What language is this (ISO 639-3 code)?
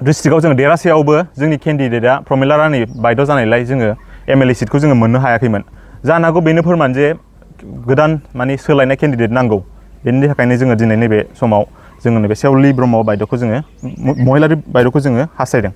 brx